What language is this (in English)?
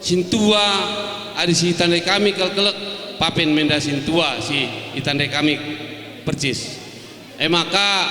Batak Karo